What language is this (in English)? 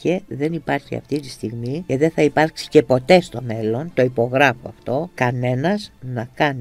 Greek